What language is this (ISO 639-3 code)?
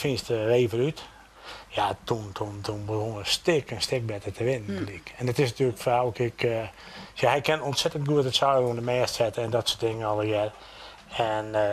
fry